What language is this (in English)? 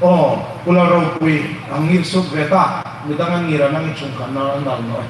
Hmar